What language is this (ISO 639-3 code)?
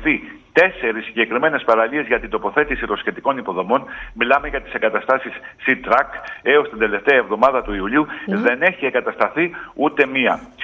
ell